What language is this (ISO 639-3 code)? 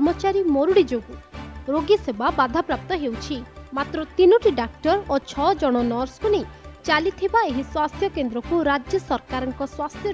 ori